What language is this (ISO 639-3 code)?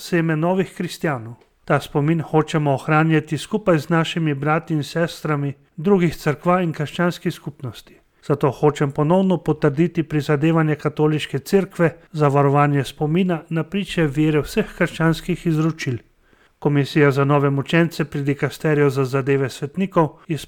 slv